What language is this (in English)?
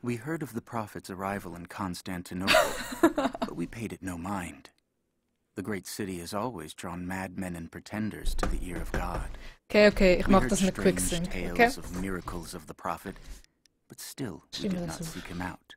Swiss German